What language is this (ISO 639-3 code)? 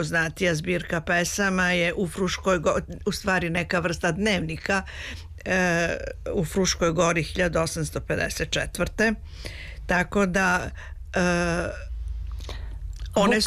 srp